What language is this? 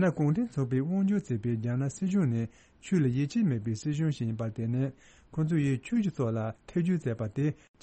Tibetan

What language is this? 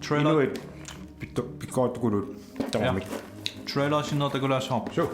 Kalaallisut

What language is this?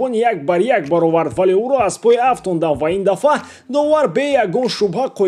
Tajik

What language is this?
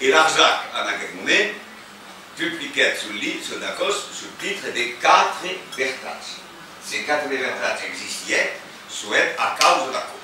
Occitan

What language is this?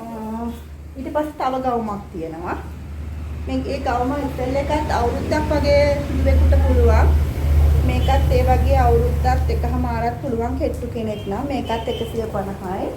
Sinhala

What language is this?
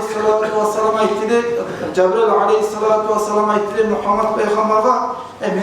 Kumyk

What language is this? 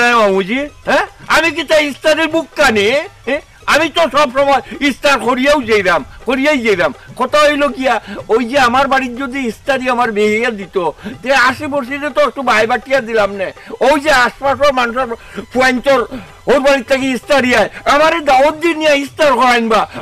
Sylheti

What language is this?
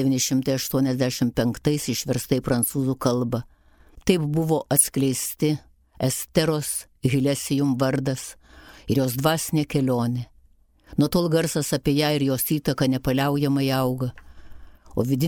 Lithuanian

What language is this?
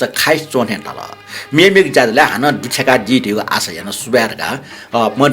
Newari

